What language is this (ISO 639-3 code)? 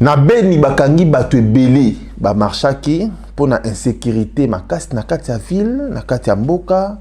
lin